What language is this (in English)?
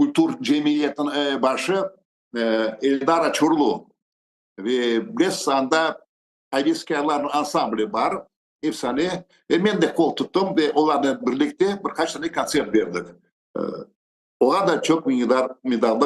Crimean Tatar